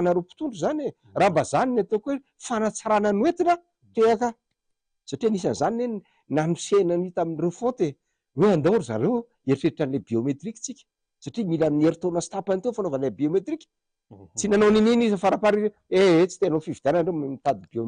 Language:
Malagasy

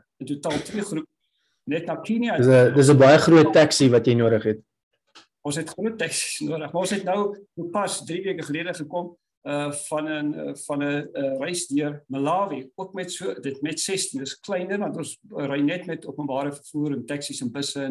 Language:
Afrikaans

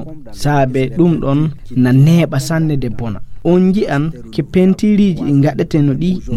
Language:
Nigerian Fulfulde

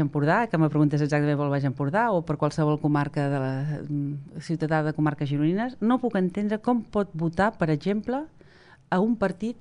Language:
Catalan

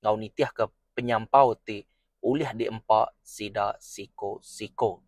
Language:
Iban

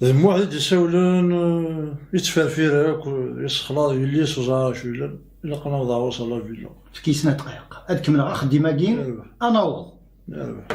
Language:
Kabyle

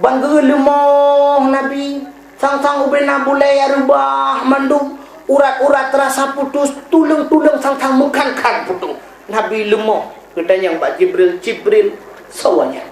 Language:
Achinese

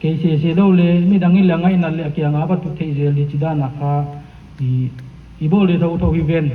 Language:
Paite Chin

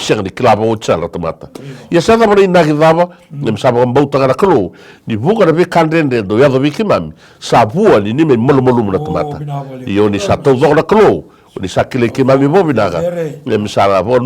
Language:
Fijian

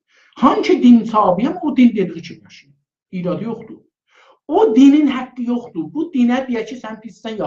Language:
South Azerbaijani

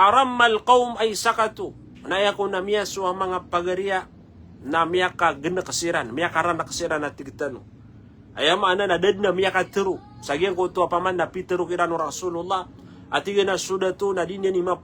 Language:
Maranao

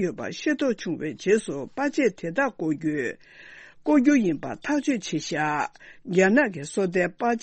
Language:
Tibetan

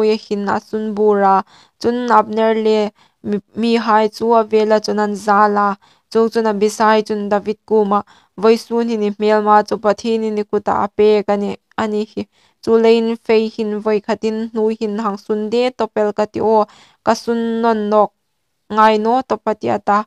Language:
Hmar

